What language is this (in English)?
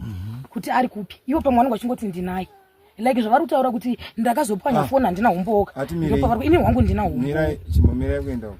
Shona